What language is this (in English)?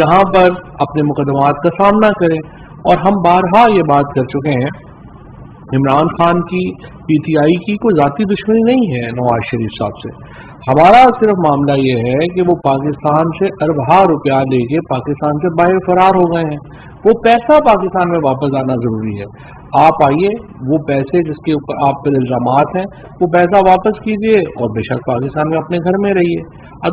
Urdu